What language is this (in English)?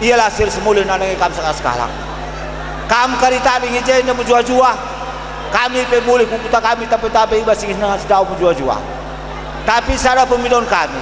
Batak Karo